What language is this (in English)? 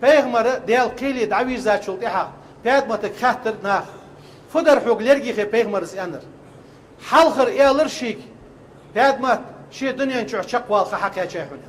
Ingush